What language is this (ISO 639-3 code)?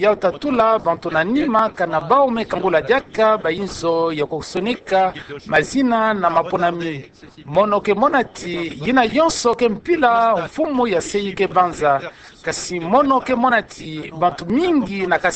ktu